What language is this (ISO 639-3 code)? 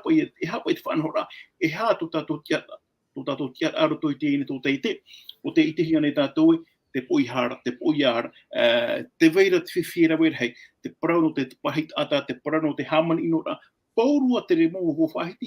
tah